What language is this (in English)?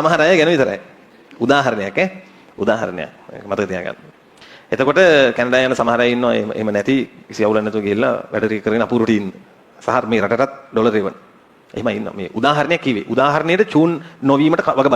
Sinhala